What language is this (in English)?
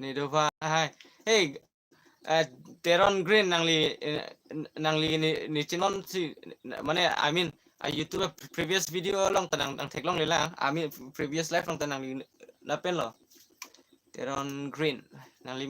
Karbi